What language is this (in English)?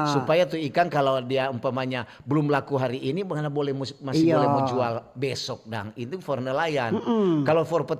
Manado Malay